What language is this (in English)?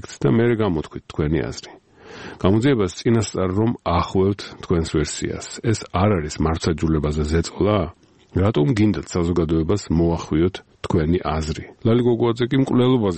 Georgian